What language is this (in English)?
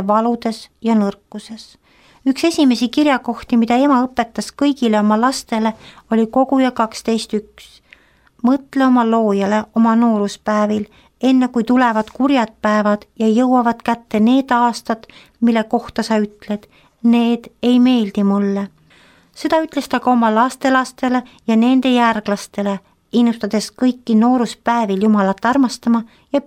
Estonian